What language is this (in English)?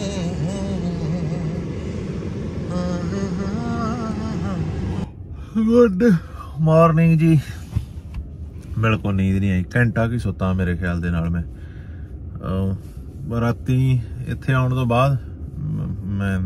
Punjabi